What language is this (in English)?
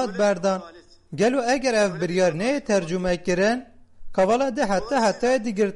Kurdish